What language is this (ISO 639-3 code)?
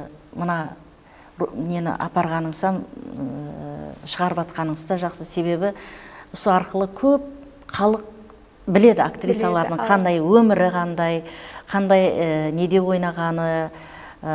kaa